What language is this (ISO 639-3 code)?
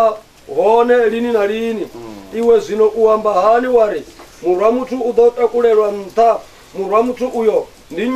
ven